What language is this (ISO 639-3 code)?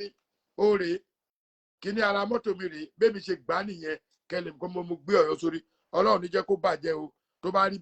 yor